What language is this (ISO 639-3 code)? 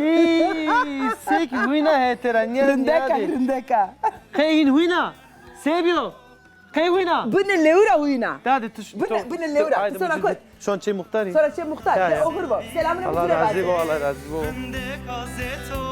zza